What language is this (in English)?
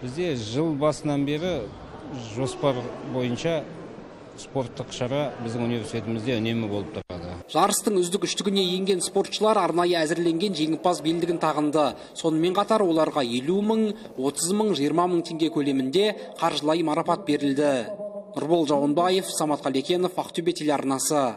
Kazakh